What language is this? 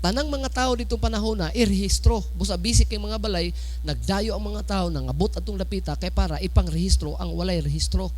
Cebuano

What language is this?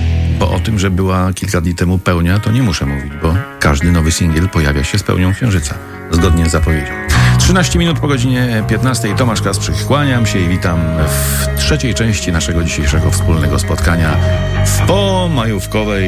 Polish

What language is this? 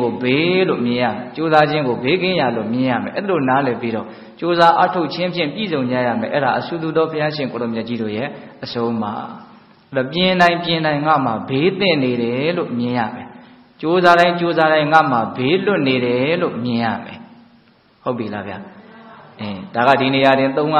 Burmese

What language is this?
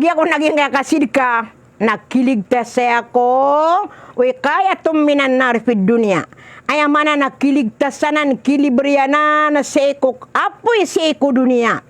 Maranao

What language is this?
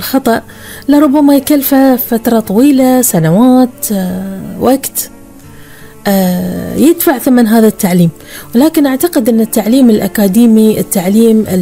Gulf Arabic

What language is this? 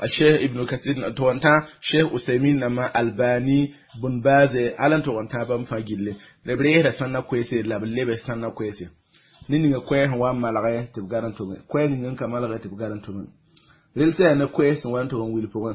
Mossi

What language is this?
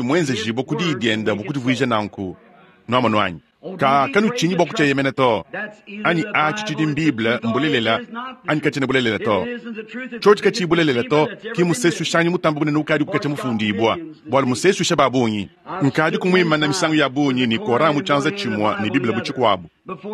Luba-Lulua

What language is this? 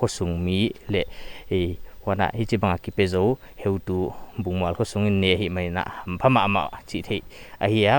Paite Chin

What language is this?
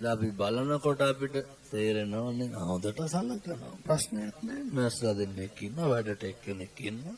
Sinhala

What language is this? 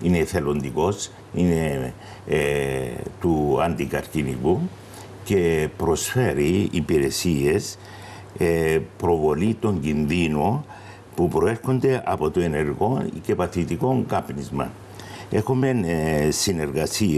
Greek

